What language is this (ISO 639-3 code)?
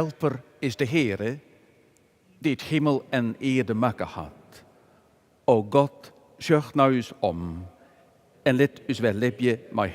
fry